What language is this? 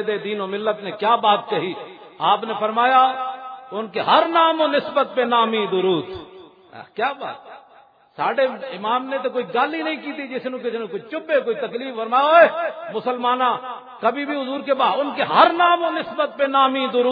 Western Panjabi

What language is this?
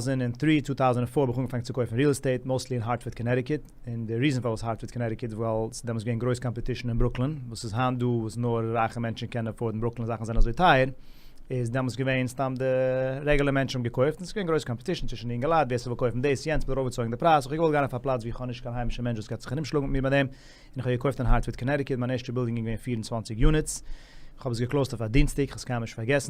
Yiddish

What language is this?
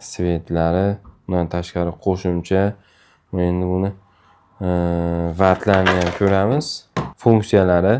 Uzbek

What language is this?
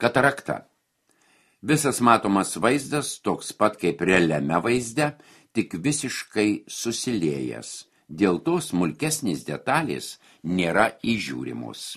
Lithuanian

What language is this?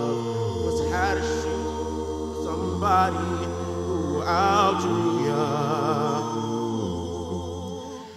English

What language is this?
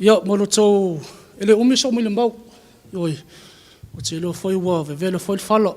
Samoan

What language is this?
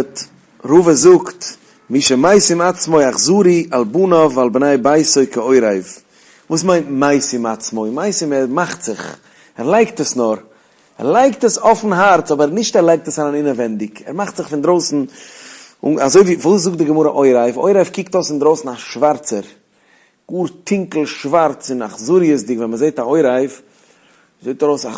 Yiddish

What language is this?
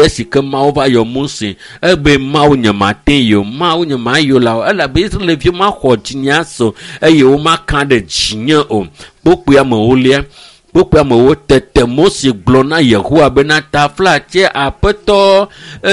Ewe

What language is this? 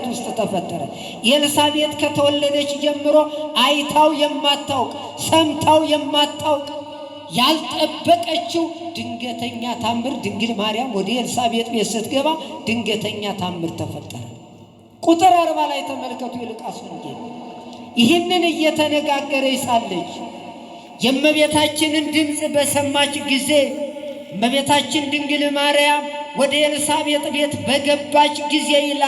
Amharic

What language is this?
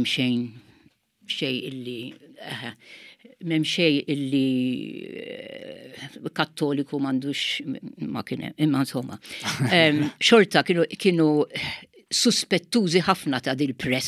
Maltese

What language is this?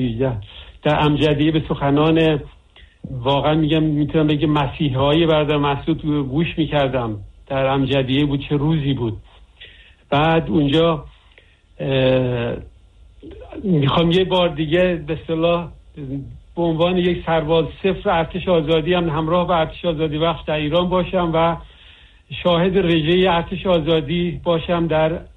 Persian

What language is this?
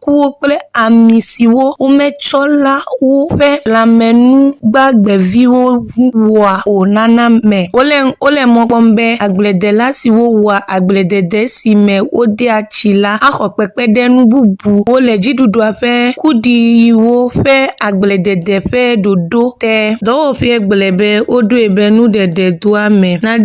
Ewe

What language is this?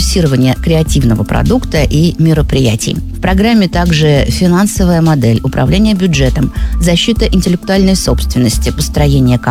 Russian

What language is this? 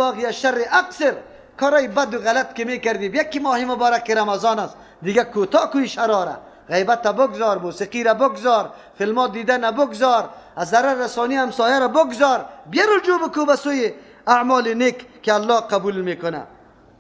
Persian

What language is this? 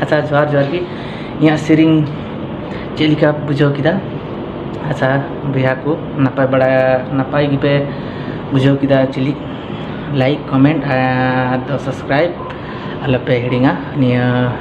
Santali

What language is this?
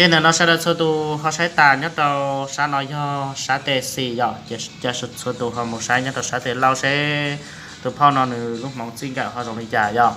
Hmong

